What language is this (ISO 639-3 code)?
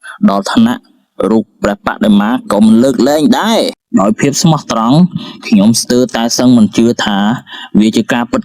khm